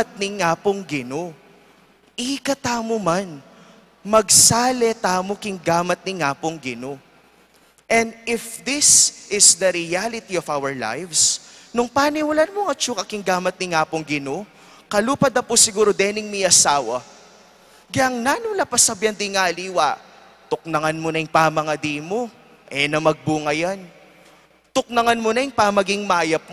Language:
Pampanga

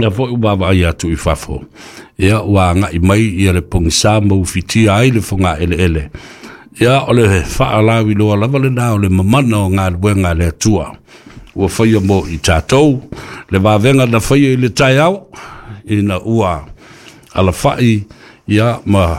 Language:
Samoan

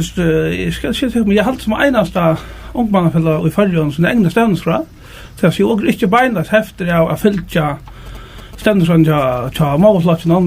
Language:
Faroese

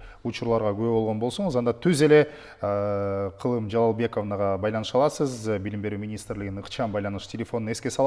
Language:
Kyrgyz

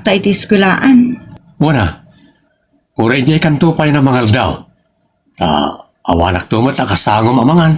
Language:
Iloko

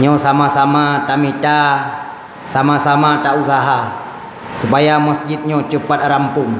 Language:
Achinese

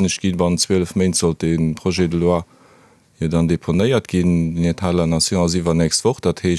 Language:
Luxembourgish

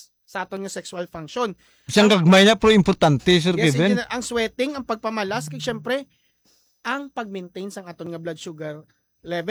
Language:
Hiligaynon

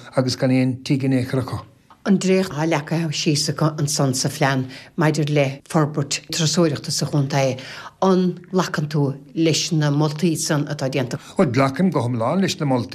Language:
Irish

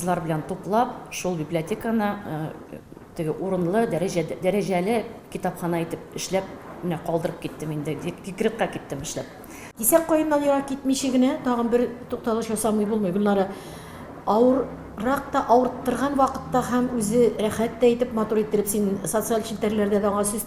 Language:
Tatar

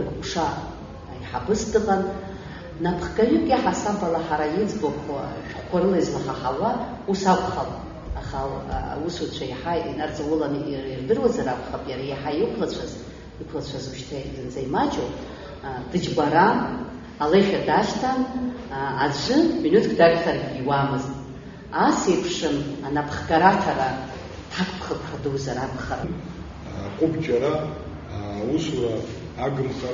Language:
Abkhazian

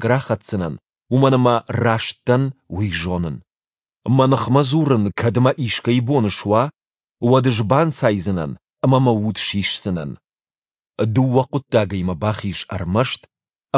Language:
Ossetic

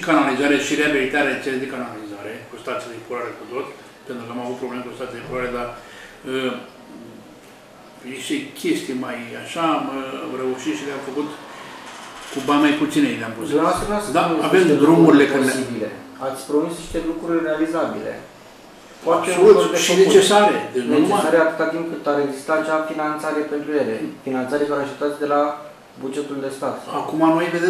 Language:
Romanian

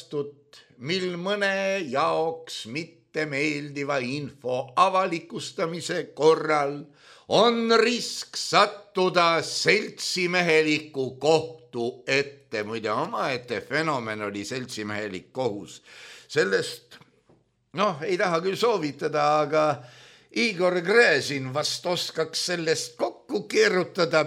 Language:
Estonian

